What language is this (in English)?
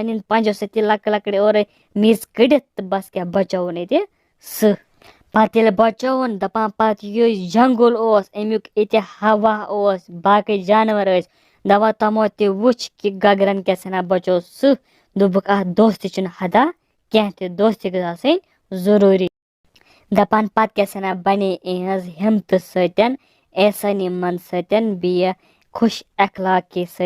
Kashmiri